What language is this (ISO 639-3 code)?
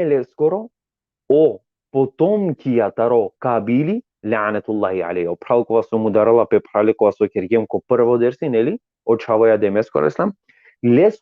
rmn